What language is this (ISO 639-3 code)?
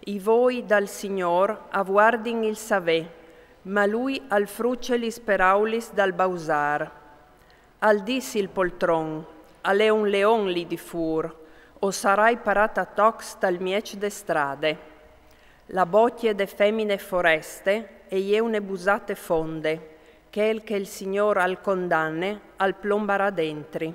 fur